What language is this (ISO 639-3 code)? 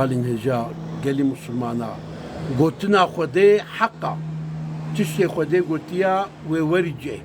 kur